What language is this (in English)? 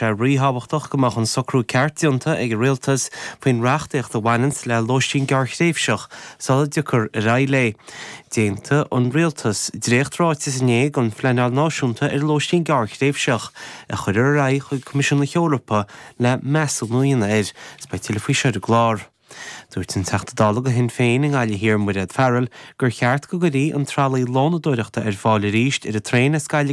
Irish